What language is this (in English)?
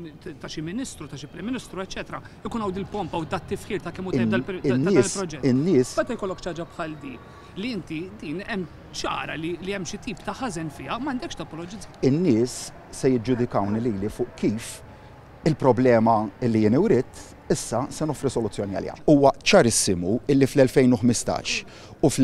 Maltese